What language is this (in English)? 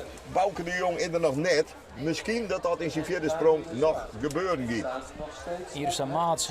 Western Frisian